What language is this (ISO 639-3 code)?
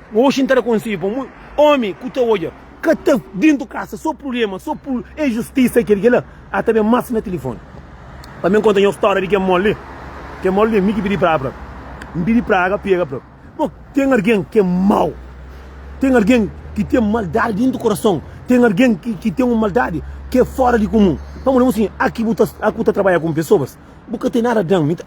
kea